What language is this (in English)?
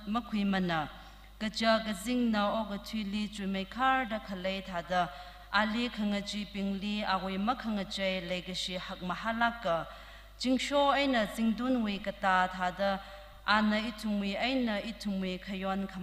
Tangkhul Naga (India)